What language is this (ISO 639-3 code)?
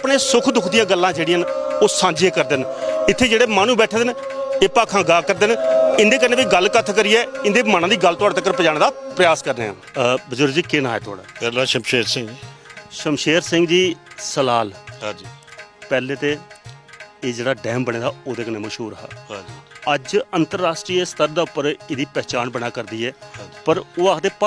doi